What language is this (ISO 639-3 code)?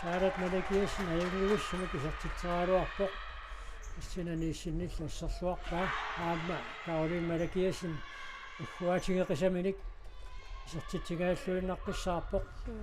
kal